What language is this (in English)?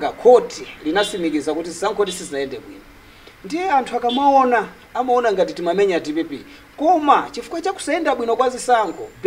Nyanja